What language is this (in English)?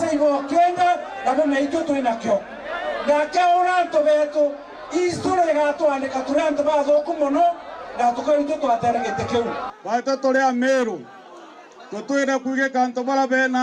Meru